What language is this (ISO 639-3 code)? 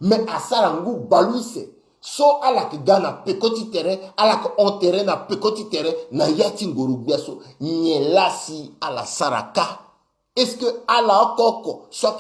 sag